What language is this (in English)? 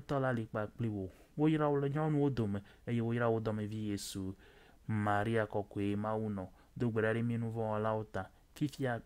Ewe